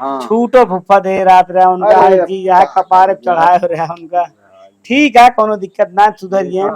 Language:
Awadhi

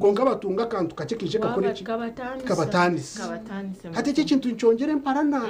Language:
Nyankole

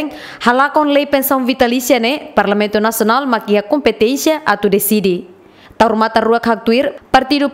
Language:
Tetum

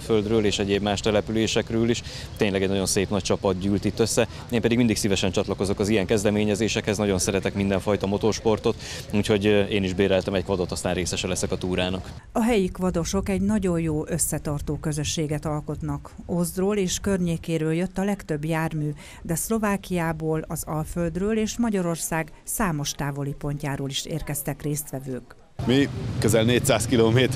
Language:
Hungarian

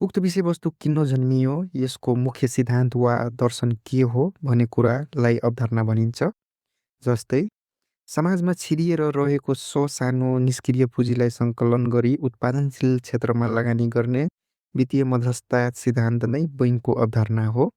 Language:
Nepali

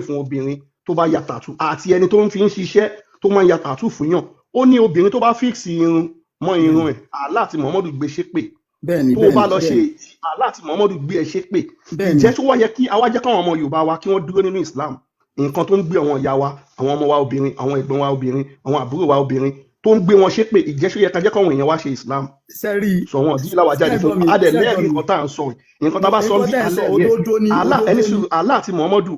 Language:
Yoruba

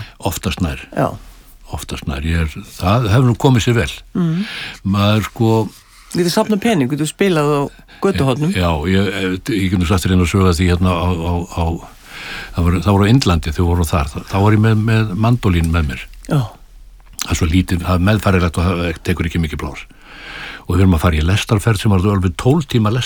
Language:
Icelandic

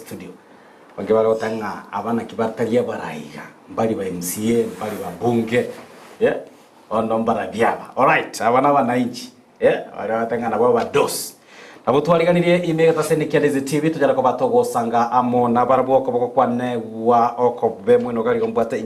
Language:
Gusii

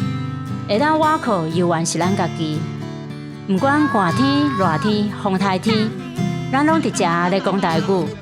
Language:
Min Nan Chinese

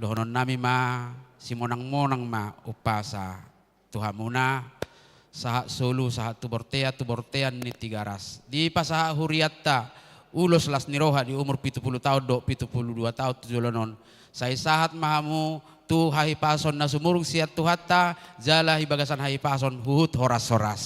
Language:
Batak Toba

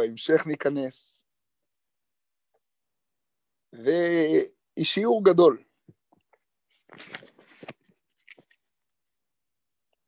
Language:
Hebrew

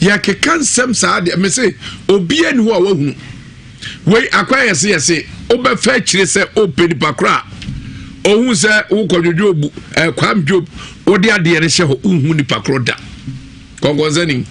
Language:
Akan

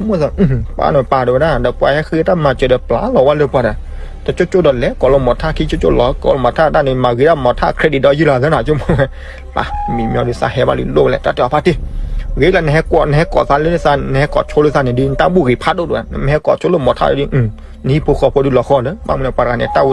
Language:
S'gaw Karen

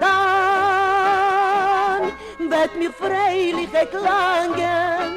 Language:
Yiddish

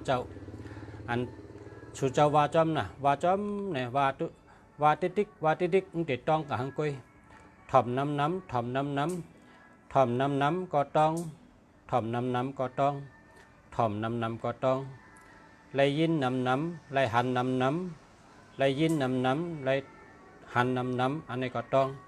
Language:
Shan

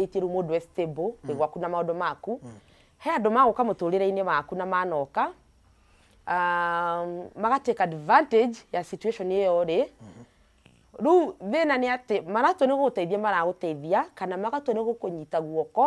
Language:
Kikuyu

